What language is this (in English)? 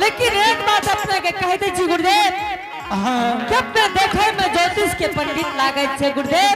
Angika